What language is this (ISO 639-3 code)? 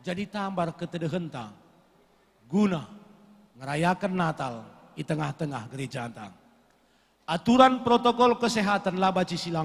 btx